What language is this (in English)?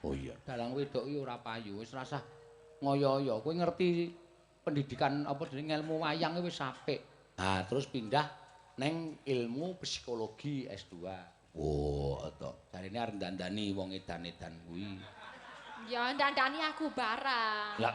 Javanese